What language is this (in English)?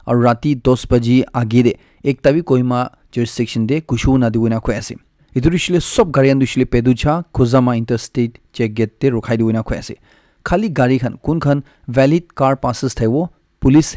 Naga Pidgin